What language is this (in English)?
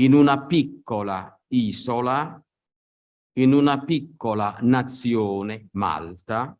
Italian